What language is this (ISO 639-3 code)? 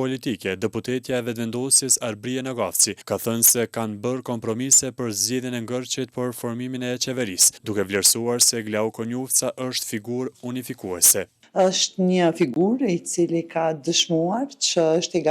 sqi